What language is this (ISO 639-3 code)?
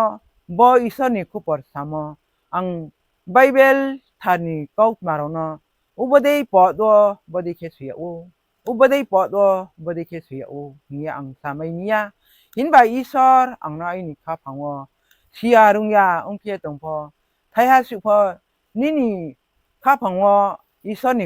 ria